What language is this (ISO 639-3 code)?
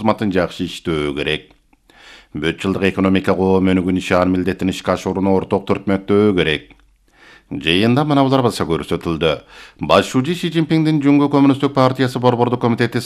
kir